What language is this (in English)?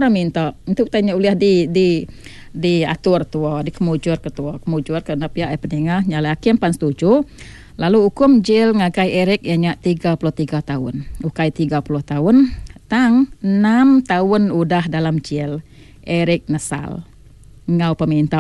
Iban